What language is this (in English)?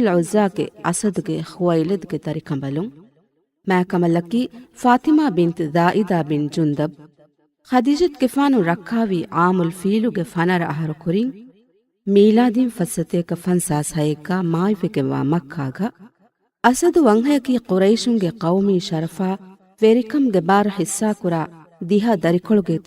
Divehi